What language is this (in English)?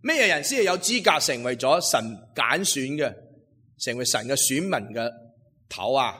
Cantonese